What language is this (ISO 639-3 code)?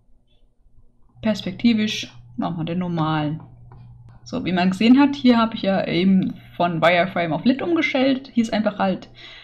deu